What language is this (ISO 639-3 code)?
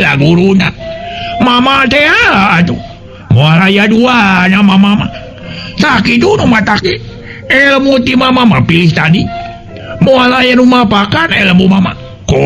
sun